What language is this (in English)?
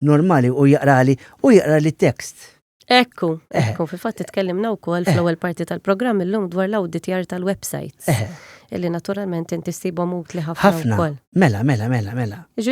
Maltese